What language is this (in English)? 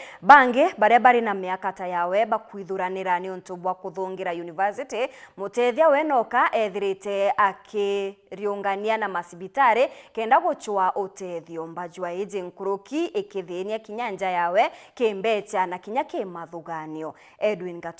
Meru